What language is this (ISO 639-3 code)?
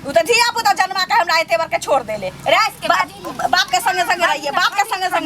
mai